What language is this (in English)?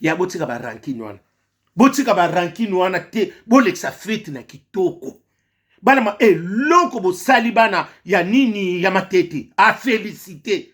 Lingala